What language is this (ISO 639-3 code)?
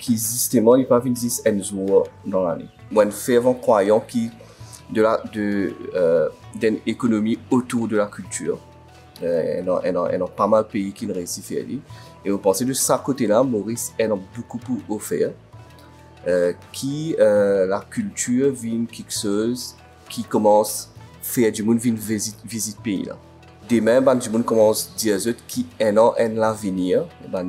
mfe